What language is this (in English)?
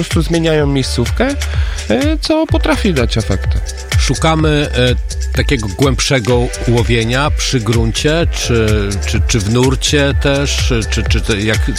Polish